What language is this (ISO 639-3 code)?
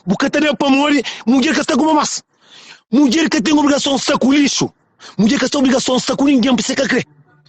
kea